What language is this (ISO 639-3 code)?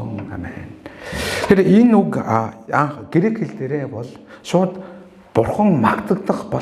mon